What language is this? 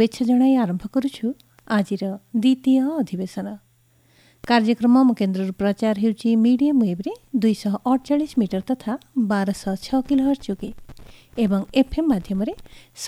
Odia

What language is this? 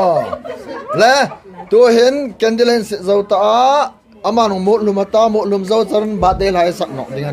Hmar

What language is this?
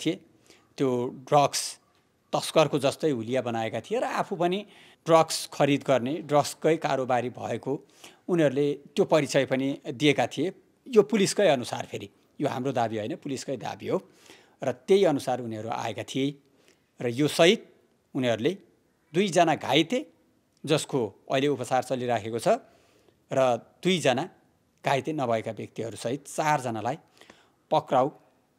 Nepali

